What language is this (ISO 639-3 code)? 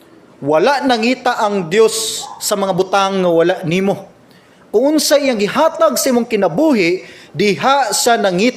ceb